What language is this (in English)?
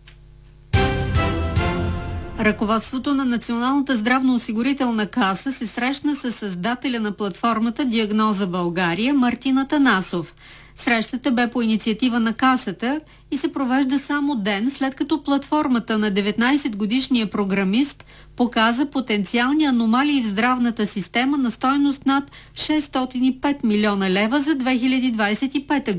Bulgarian